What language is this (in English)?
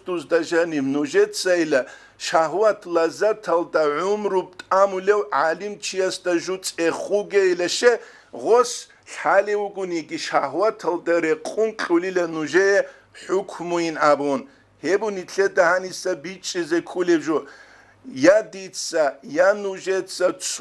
Avaric